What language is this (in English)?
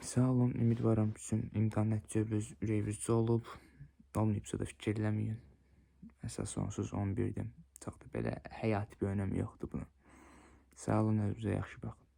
Azerbaijani